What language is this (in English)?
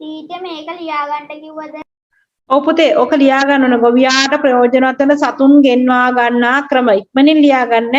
Sinhala